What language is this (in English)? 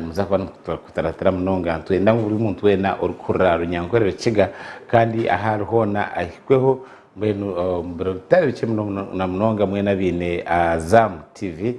Nyankole